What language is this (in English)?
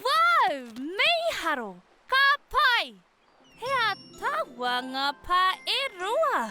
Māori